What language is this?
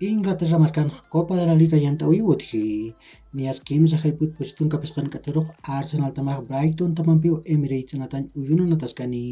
Aymara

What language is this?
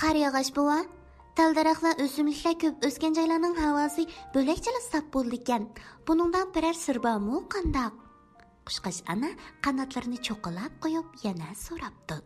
Uyghur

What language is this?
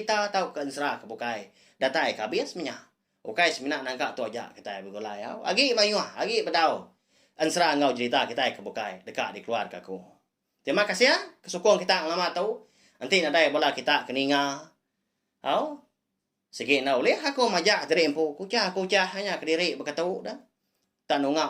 Iban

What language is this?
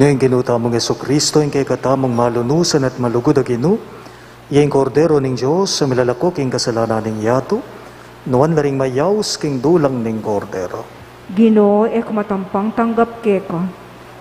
Pampanga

